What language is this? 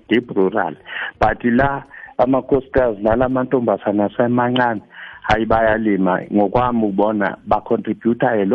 South Ndebele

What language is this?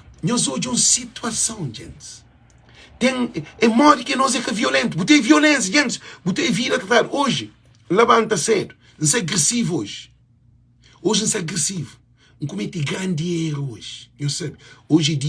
Kabuverdianu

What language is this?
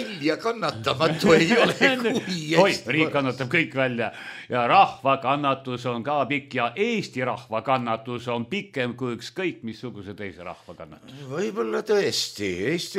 Estonian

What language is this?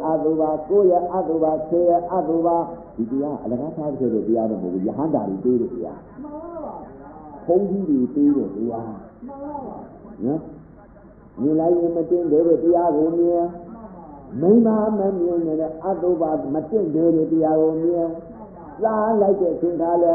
Burmese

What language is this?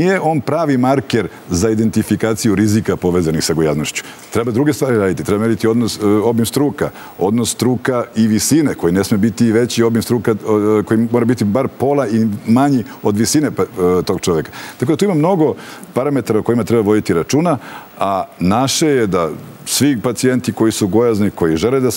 Serbian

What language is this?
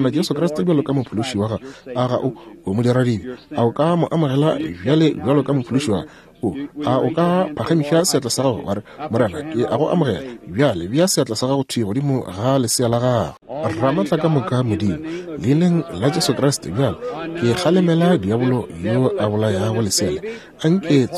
Northern Sotho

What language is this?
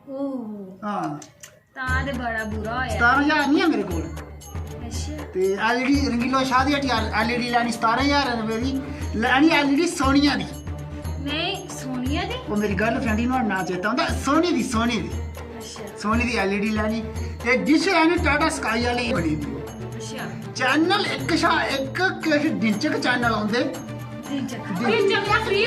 Dogri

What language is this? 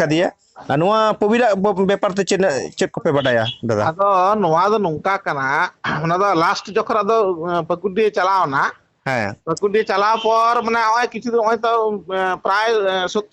Santali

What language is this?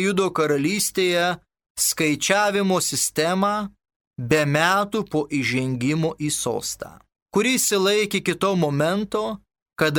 Lithuanian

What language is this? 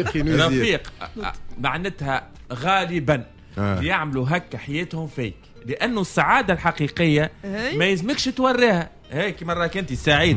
Tunisian Arabic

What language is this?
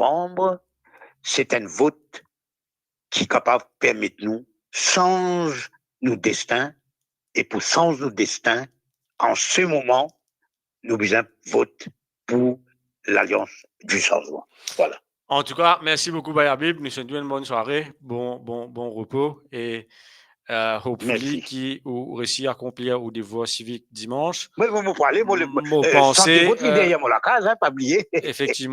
Morisyen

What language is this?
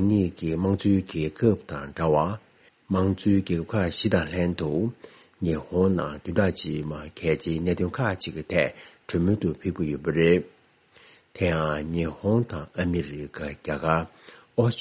Tibetan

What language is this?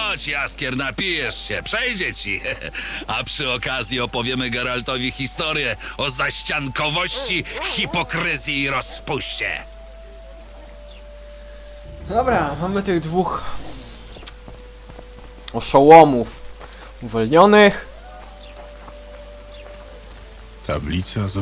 Polish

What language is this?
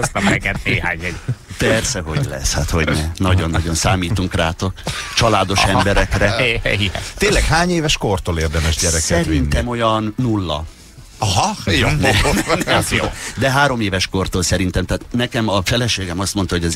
Hungarian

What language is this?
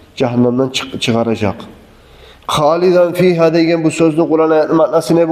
Kumyk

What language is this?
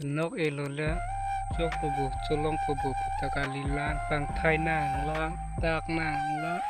Karbi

